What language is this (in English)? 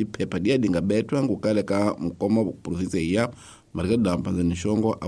Tsonga